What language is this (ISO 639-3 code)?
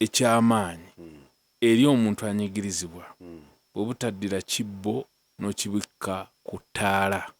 lug